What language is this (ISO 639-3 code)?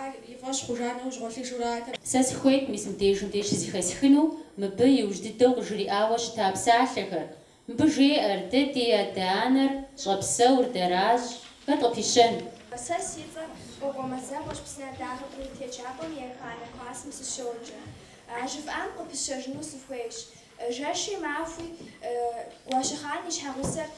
kbd